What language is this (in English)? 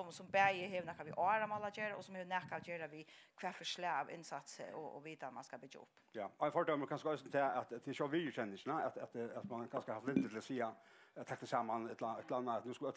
Faroese